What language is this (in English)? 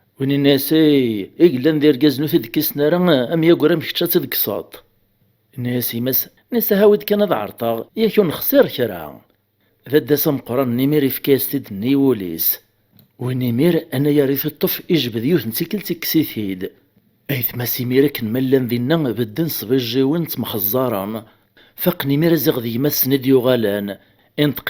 Kabyle